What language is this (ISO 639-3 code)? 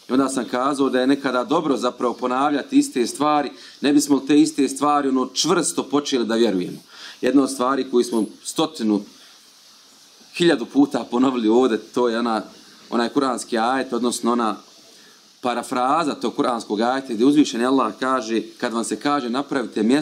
bos